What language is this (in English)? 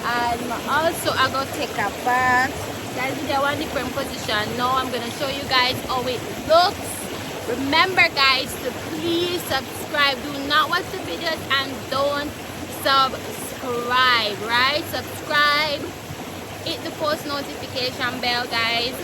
Jamaican Creole English